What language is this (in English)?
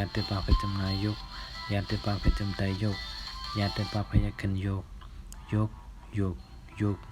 Shan